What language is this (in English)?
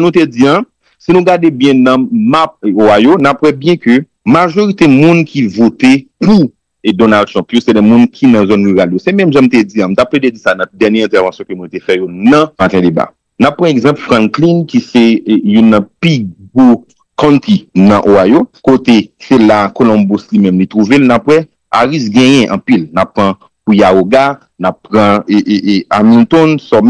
Haitian Creole